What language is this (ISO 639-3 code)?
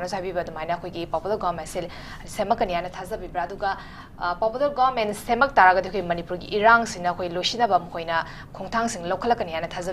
mni